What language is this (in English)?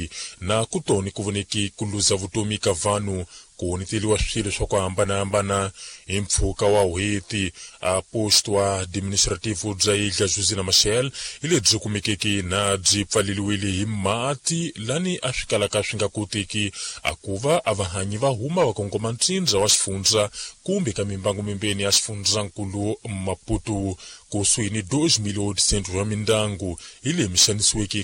Tsonga